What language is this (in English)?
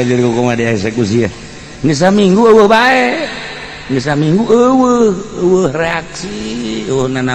Sundanese